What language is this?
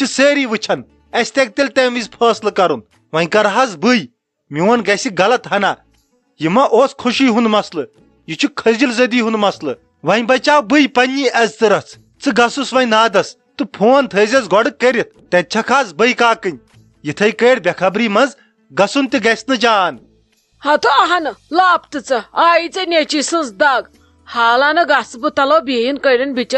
Kashmiri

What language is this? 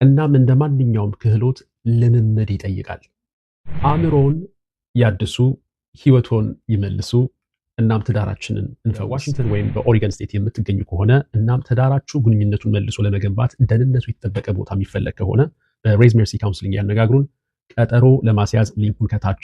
Amharic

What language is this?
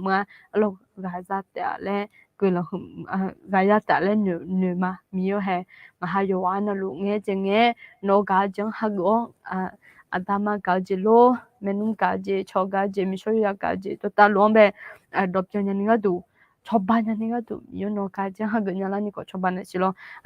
Akha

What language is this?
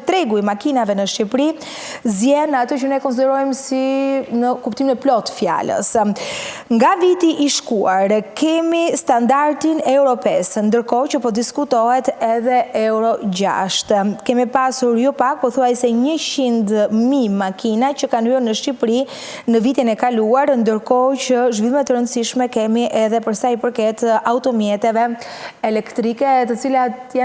Albanian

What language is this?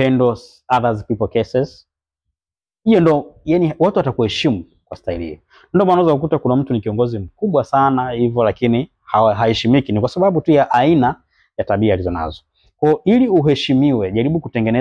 Swahili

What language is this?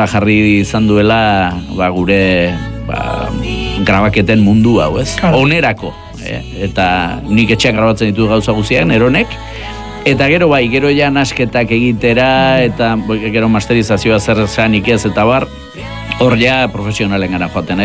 Basque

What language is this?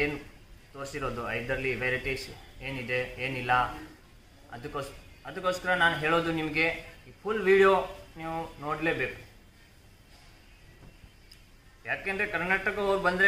Kannada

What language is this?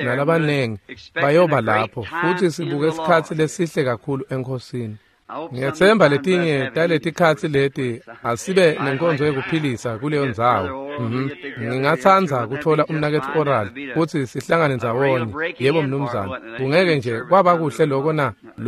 Swati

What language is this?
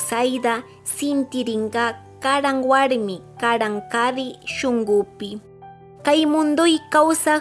Chimborazo Highland Quichua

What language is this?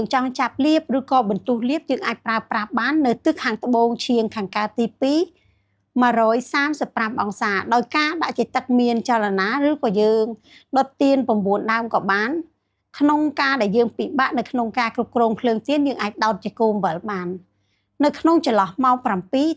Khmer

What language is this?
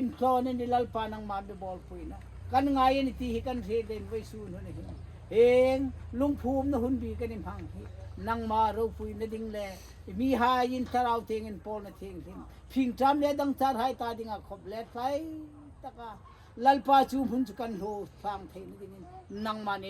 Hmar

